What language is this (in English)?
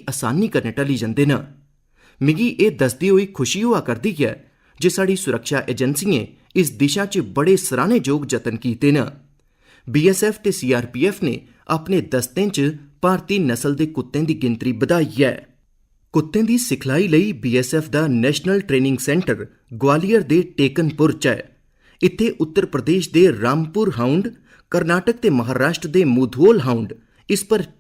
Dogri